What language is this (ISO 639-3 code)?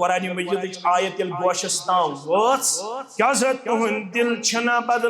kas